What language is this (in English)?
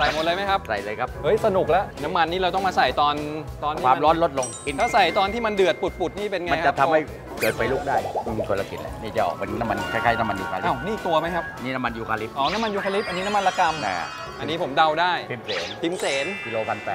Thai